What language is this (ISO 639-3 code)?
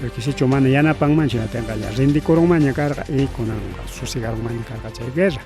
quy